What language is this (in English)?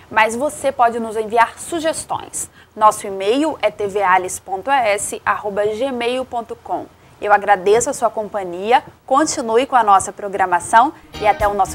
Portuguese